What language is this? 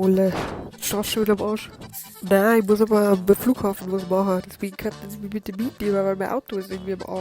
Bavarian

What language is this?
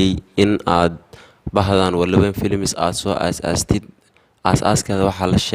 Somali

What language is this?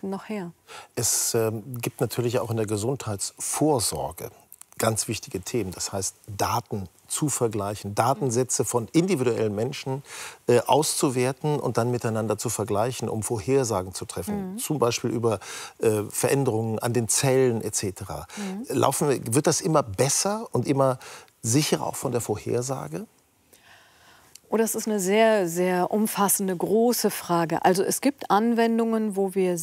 German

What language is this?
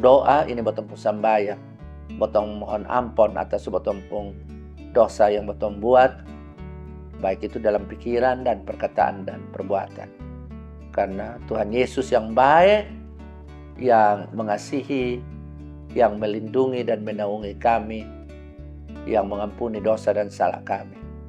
Kupang Malay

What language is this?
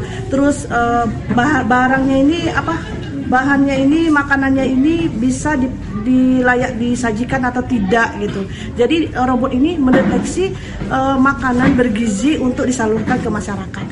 Indonesian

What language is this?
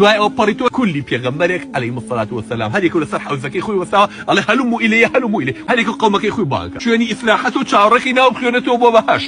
Central Kurdish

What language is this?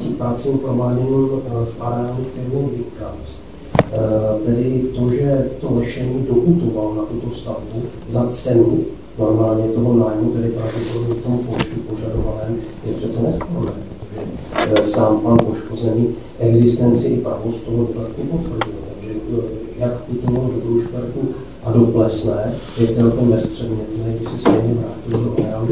Czech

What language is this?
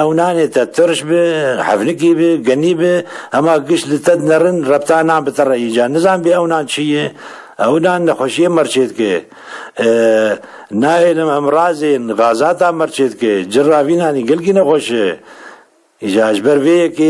Kurdish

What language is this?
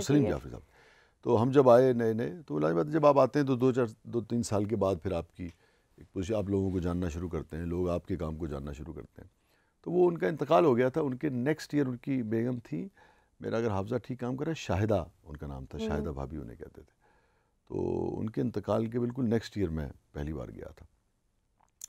Urdu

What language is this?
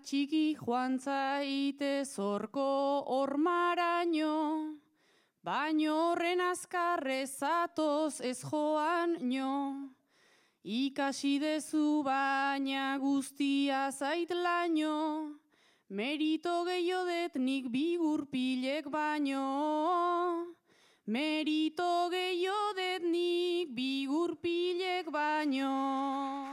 Basque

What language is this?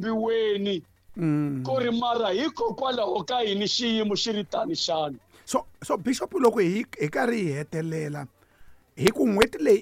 Tsonga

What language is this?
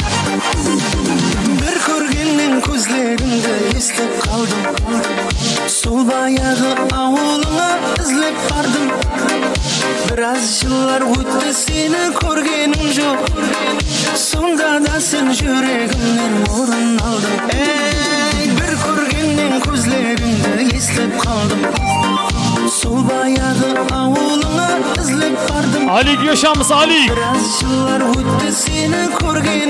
Kara-Kalpak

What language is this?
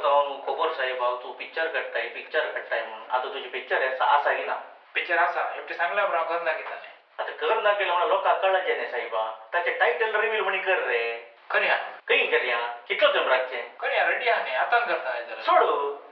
Konkani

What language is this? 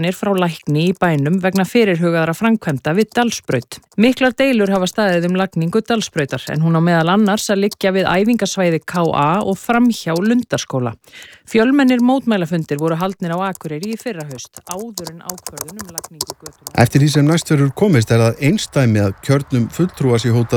Icelandic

